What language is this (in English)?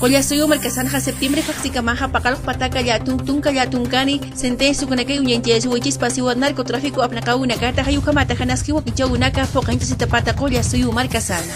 Aymara